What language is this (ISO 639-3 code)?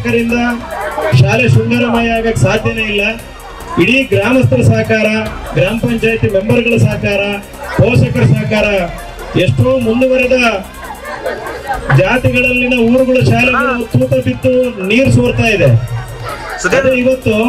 kan